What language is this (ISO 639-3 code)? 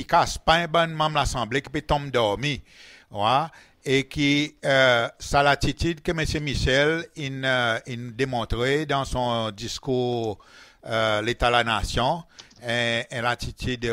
crs